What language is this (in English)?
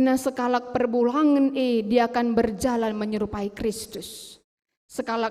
Batak Karo